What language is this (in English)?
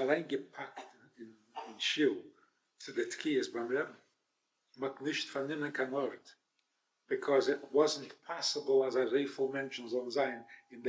Yiddish